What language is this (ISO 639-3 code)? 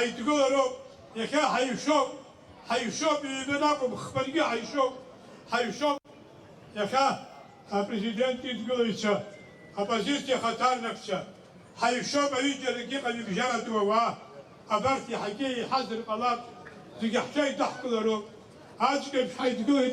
abk